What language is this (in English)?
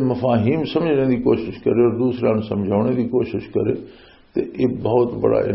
Western Panjabi